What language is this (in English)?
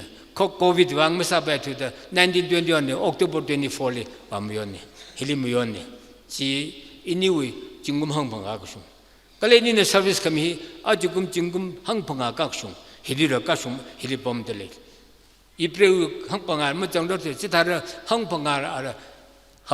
Tangkhul Naga (India)